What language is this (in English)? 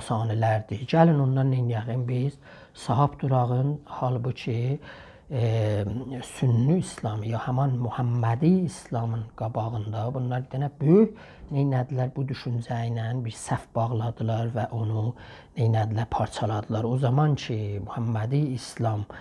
South Azerbaijani